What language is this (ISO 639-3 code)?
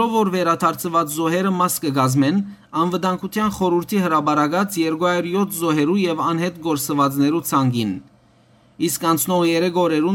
hyw